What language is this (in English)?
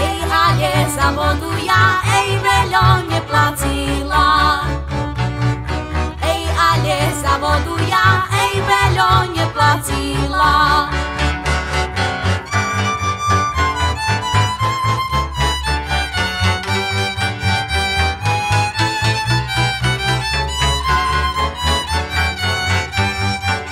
Slovak